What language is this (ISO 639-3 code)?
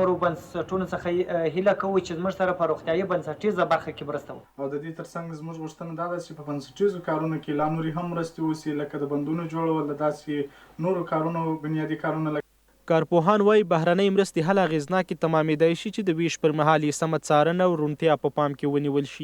pus